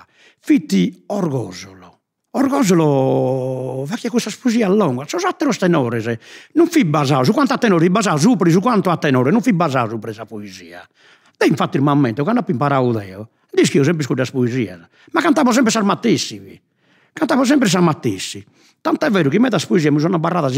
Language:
Sardinian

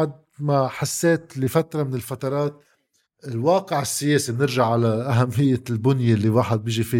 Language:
North Levantine Arabic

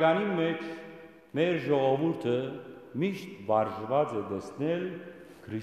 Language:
Western Armenian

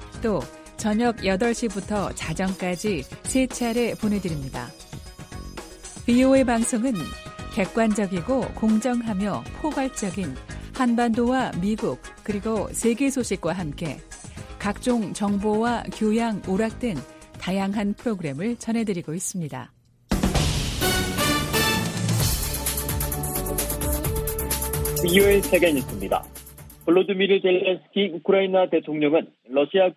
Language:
Korean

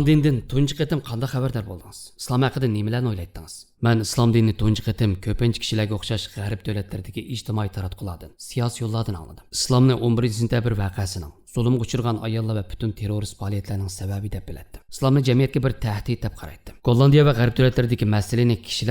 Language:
Uyghur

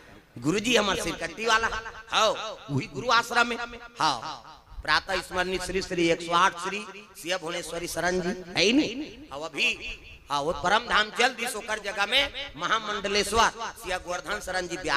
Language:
Chhattisgarhi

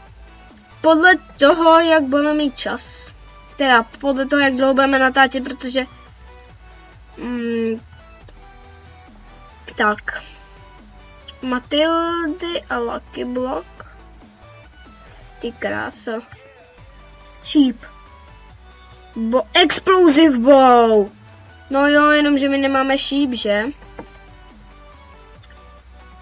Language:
Czech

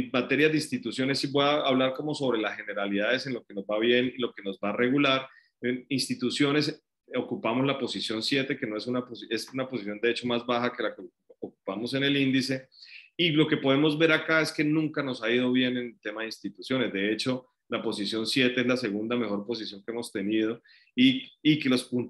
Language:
Spanish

